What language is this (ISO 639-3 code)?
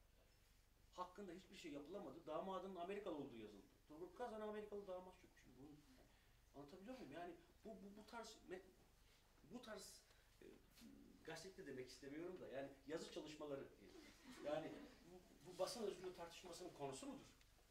tur